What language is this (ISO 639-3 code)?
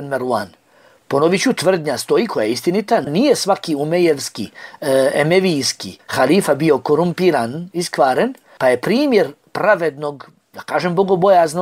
bos